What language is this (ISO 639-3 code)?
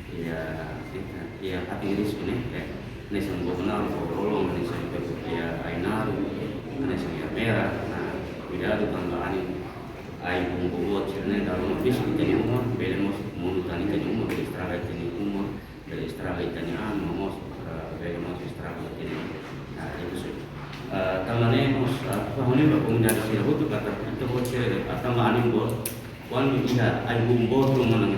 tet